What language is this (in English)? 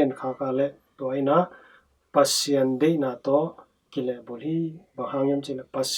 Tedim Chin